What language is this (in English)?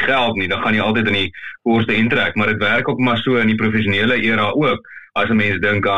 Afrikaans